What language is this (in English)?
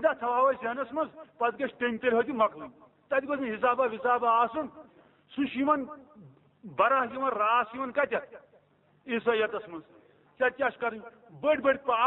Kashmiri